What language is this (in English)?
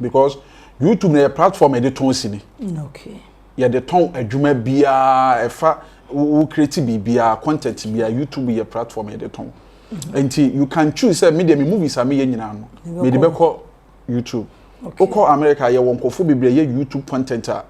Akan